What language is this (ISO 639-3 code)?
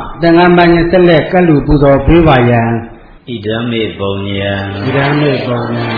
mya